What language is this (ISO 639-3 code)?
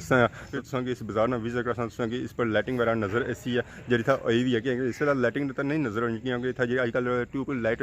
phr